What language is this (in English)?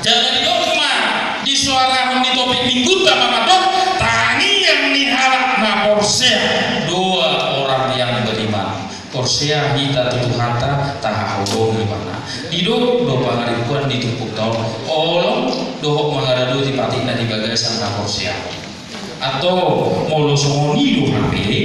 Batak Toba